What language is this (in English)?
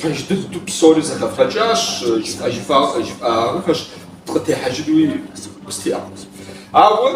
Kabardian